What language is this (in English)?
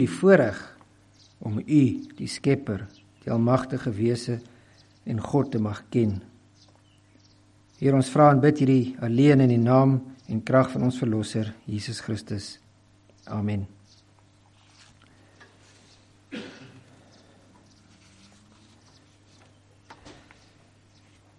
Afrikaans